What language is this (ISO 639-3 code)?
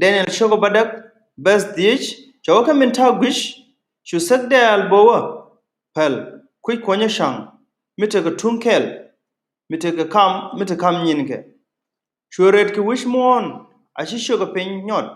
nus